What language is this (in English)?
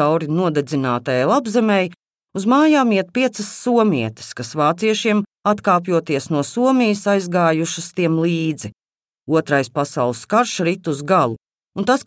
Latvian